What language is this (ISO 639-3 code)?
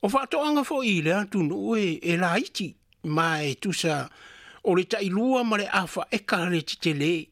smo